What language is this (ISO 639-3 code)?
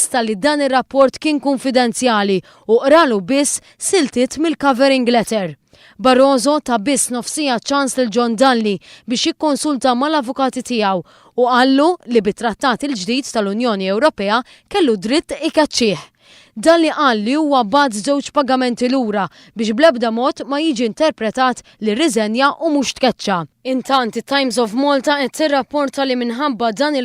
mlt